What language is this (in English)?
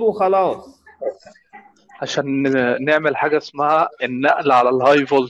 Egyptian Arabic